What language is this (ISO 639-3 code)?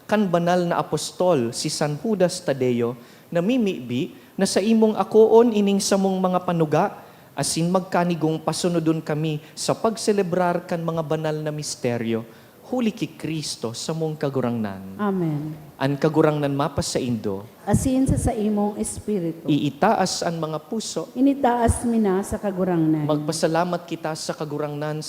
bik